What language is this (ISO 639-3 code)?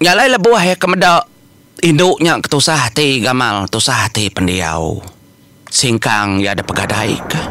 iba